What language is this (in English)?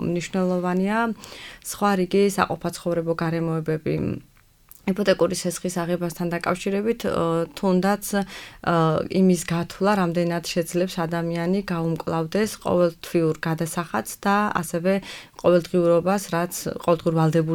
Georgian